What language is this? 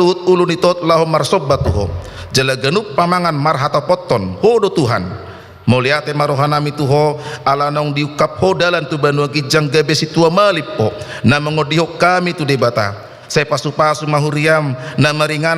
Batak Toba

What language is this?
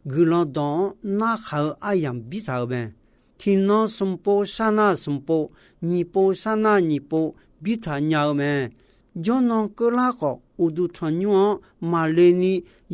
Akha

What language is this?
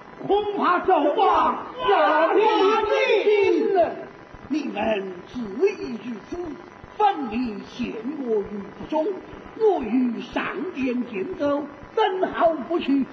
Chinese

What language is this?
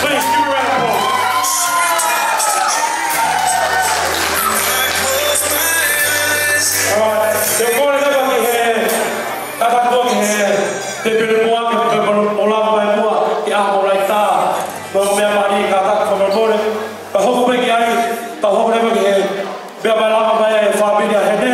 Tongan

